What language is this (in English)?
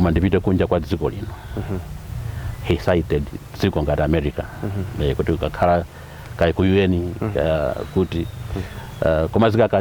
Nyanja